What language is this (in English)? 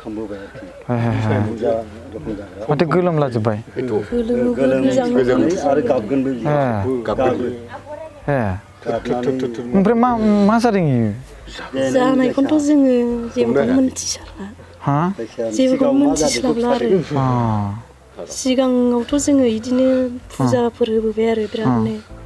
Bodo